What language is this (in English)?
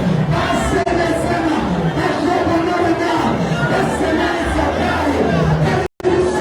Southern Sotho